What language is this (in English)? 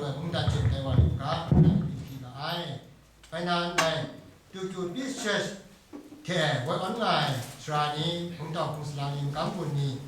Kachin